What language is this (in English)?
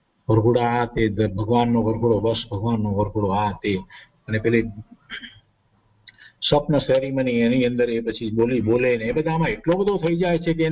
Gujarati